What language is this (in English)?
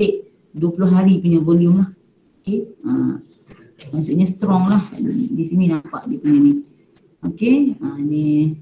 Malay